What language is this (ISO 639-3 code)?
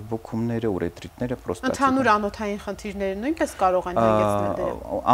hye